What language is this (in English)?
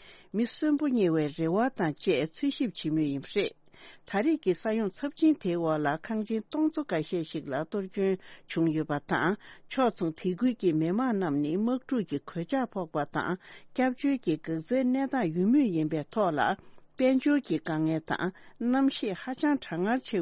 Tibetan